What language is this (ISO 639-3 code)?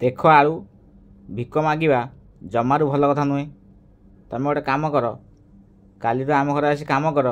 ori